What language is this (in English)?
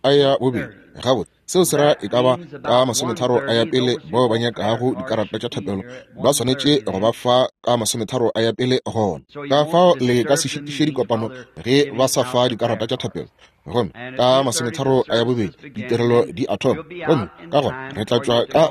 Northern Sotho